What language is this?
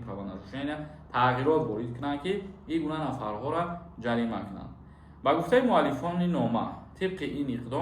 Tajik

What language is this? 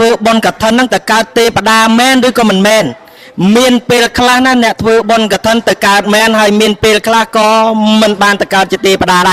Khmer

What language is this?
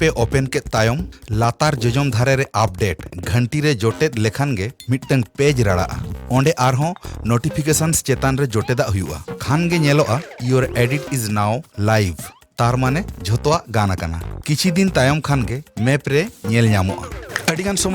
Santali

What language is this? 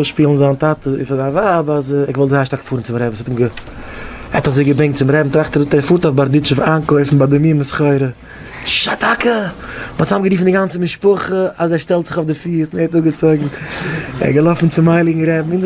Yiddish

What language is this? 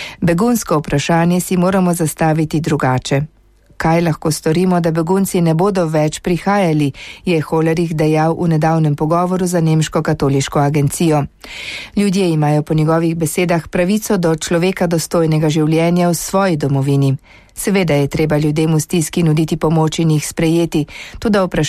Slovenian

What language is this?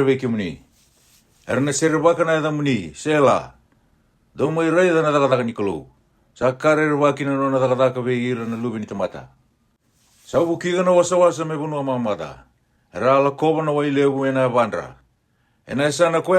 Fijian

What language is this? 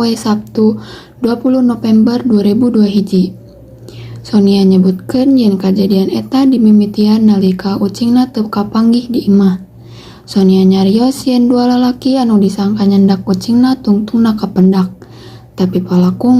Sundanese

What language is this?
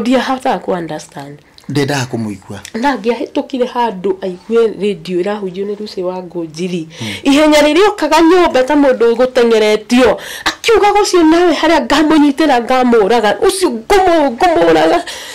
Kikuyu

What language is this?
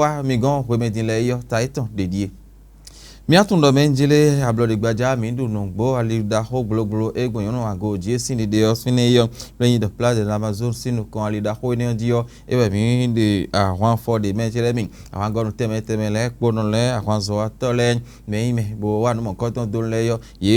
Fon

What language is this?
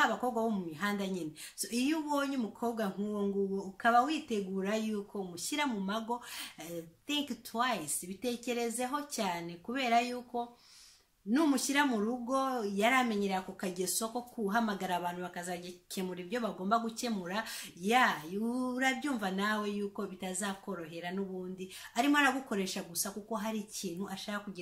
Kinyarwanda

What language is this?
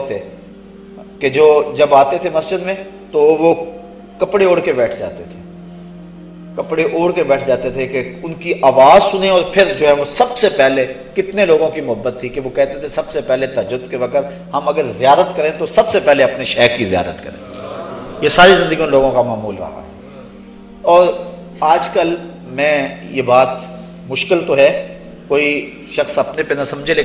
Urdu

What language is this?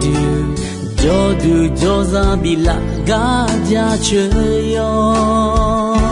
Akha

